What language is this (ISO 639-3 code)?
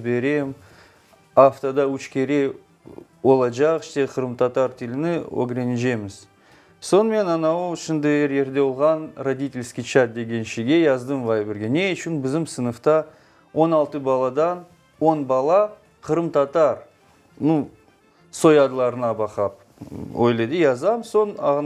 crh